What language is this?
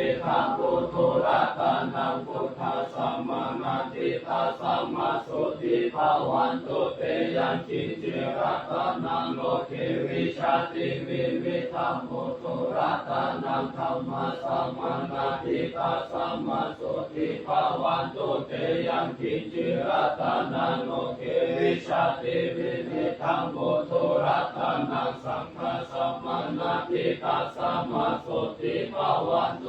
Pali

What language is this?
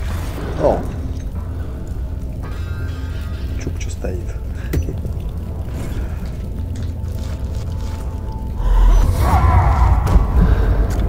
Russian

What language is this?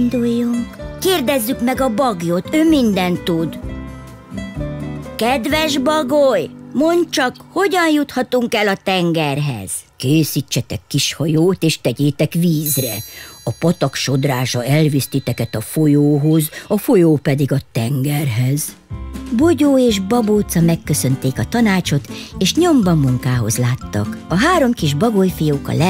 Hungarian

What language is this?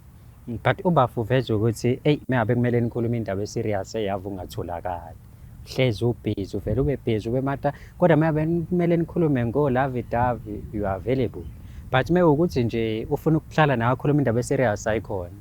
Zulu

